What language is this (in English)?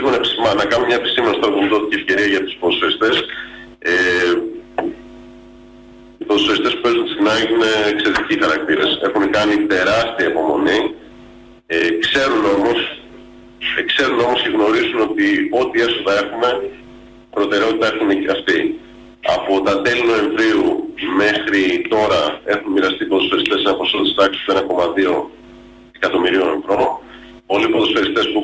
Greek